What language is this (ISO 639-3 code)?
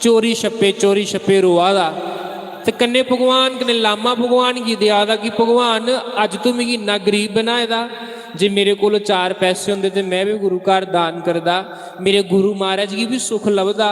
doi